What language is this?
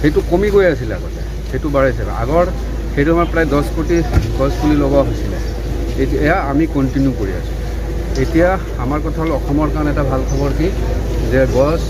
Assamese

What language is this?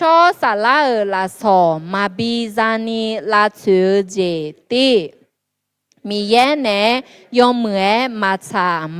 Akha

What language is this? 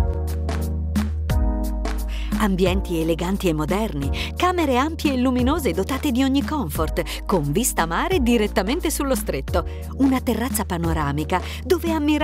Italian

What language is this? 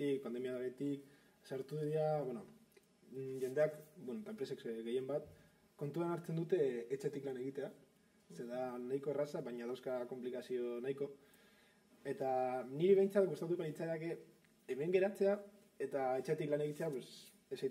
Basque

